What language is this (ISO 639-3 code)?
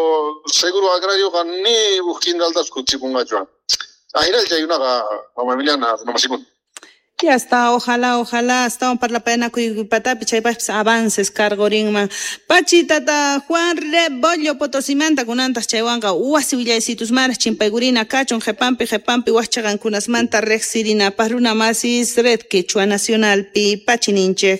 quh